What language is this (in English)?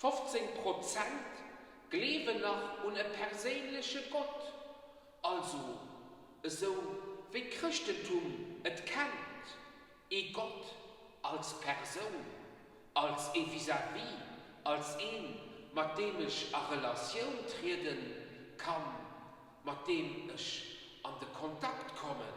Luxembourgish